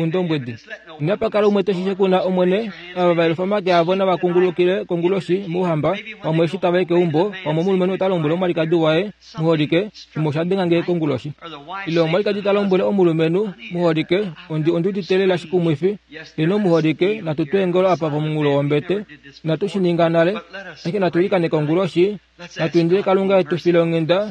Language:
Kuanyama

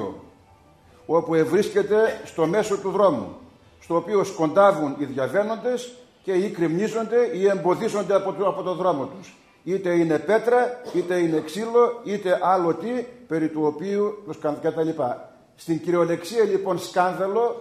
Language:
Greek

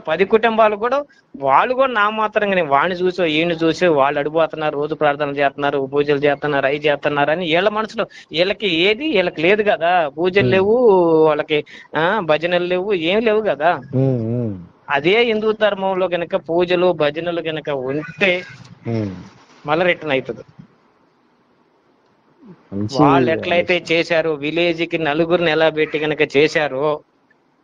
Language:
Telugu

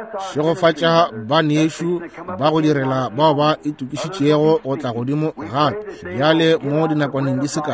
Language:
Northern Sotho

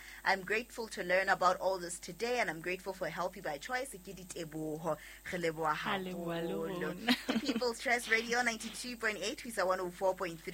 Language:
Southern Sotho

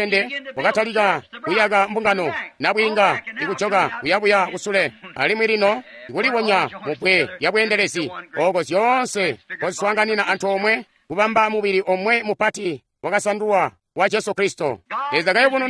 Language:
Tonga (Zambia)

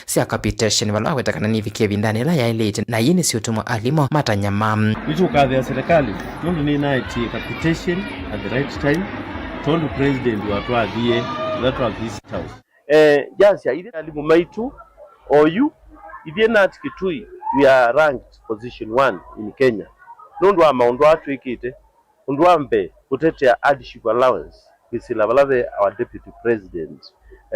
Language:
Kamba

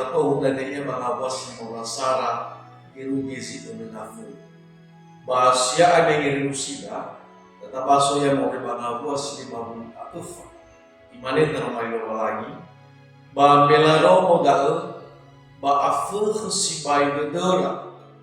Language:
Nias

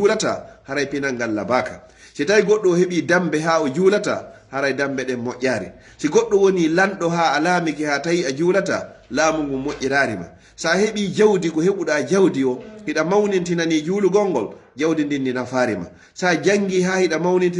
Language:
Pular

